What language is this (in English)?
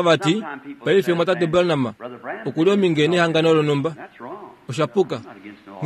Kuanyama